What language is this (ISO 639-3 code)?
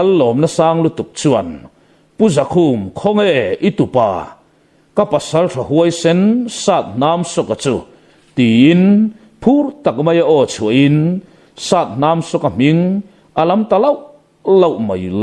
lus